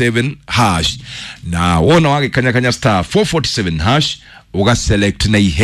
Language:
Kikuyu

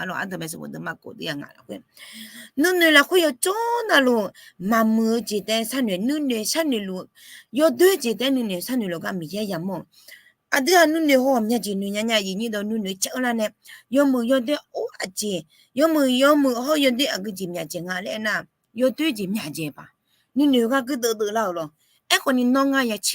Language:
Akha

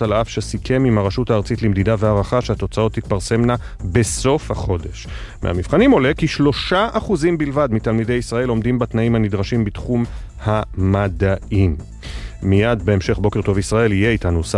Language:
Hebrew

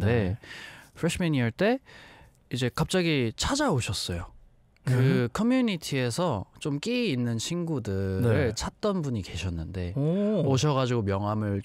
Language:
Korean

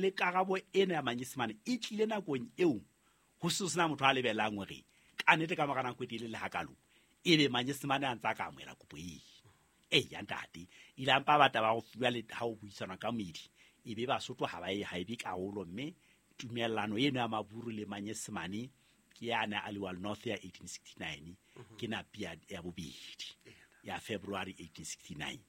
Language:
Southern Sotho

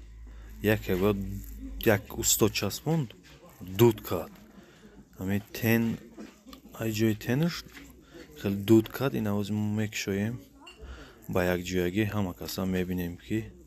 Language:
Tajik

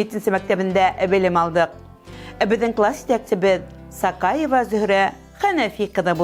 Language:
Bashkir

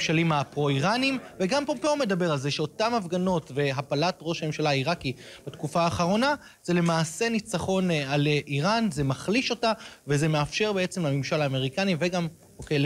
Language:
Hebrew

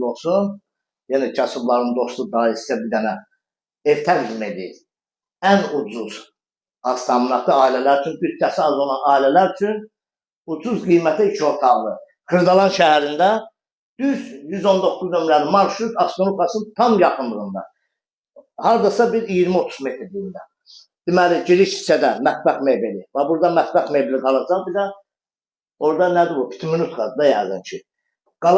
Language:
Azerbaijani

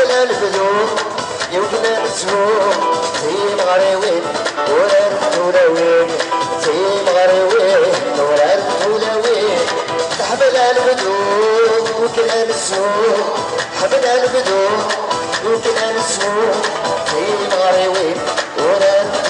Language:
Kabyle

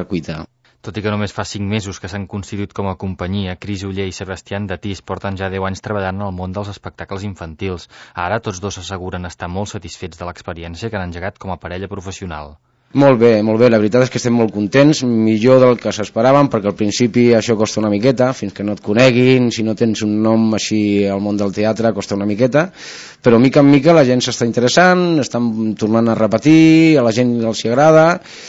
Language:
Catalan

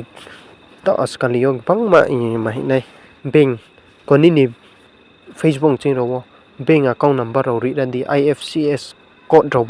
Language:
Riang (India)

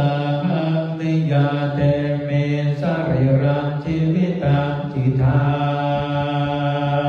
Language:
Pali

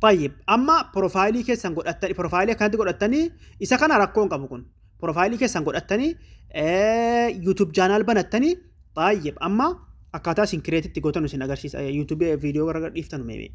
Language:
Oromo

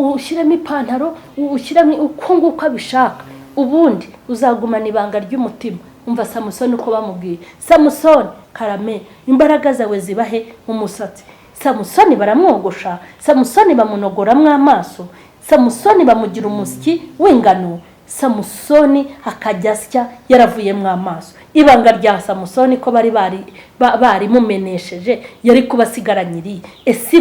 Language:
Kinyarwanda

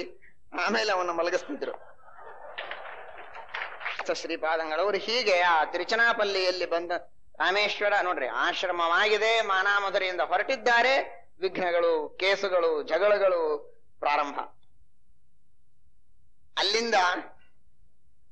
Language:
Kannada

